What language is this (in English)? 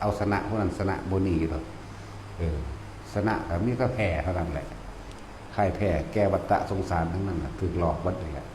Northeastern Thai